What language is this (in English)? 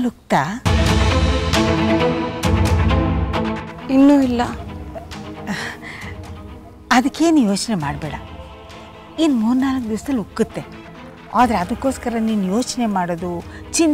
Kannada